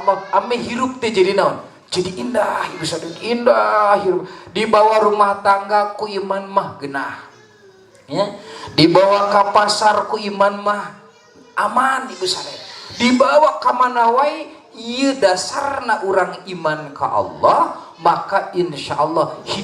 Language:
Sundanese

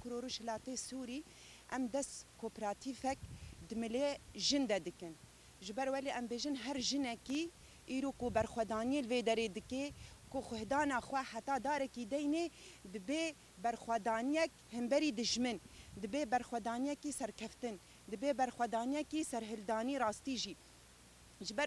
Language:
Kurdish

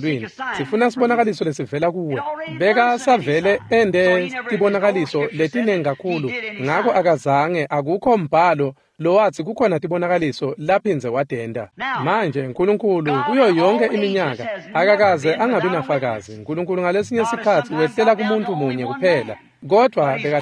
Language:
Swati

